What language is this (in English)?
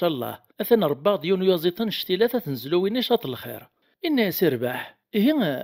Kabyle